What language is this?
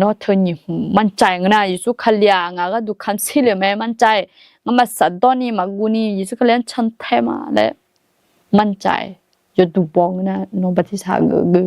Akha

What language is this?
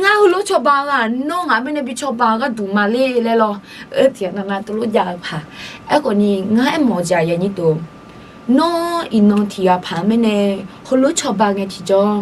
Akha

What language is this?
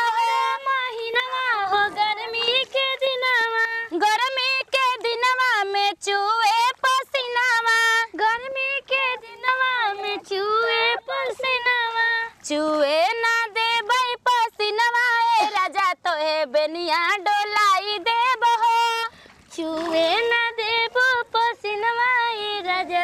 Bhojpuri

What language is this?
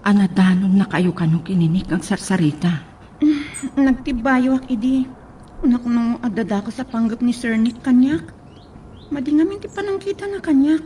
Iloko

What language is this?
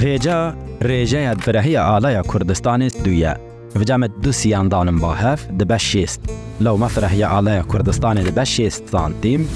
Kurdish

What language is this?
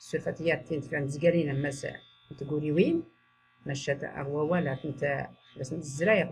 Tachelhit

